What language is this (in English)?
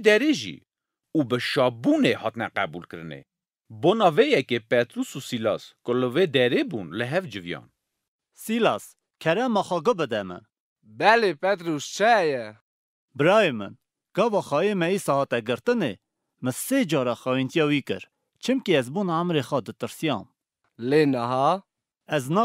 Kurdish